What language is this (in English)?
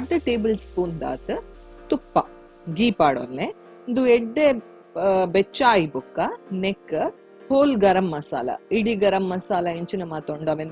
Tulu